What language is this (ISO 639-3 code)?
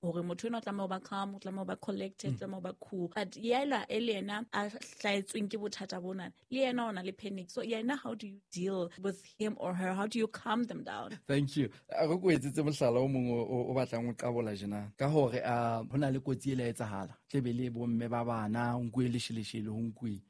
sot